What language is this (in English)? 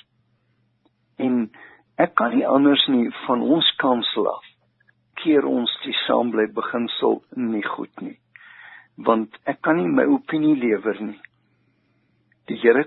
Afrikaans